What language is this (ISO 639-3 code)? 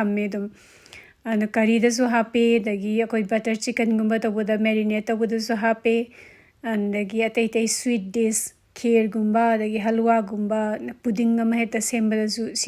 mni